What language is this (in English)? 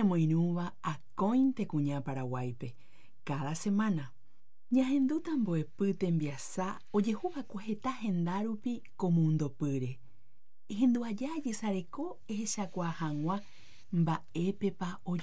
Guarani